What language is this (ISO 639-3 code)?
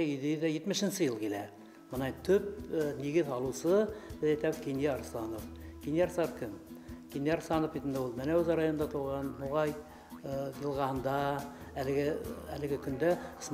bak